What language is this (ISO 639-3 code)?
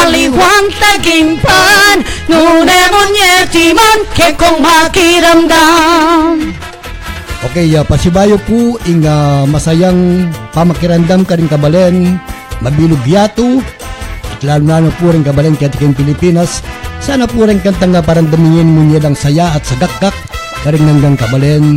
pam